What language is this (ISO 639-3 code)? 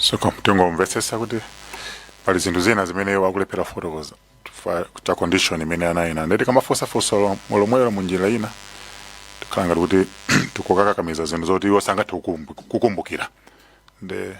nya